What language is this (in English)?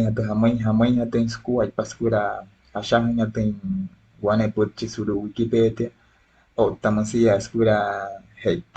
Wayuu